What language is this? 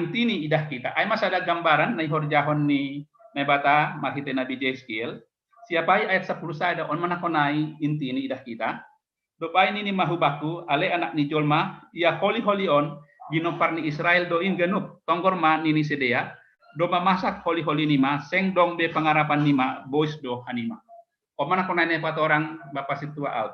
Batak Simalungun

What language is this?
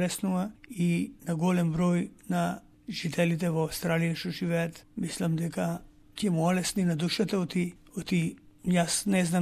Macedonian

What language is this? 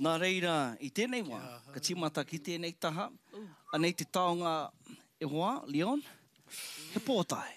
Māori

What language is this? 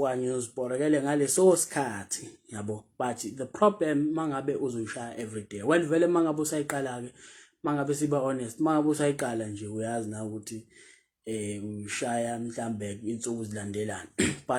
Zulu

